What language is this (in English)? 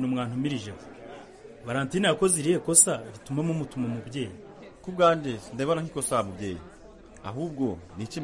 Kinyarwanda